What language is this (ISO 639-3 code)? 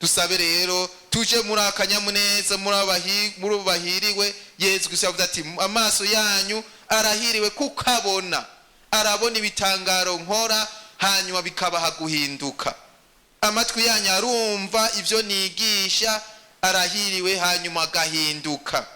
run